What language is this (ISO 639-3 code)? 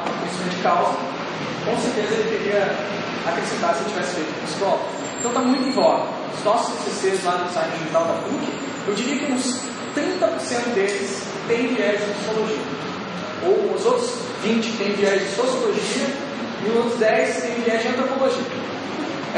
por